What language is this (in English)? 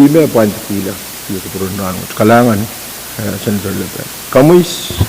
Pohnpeian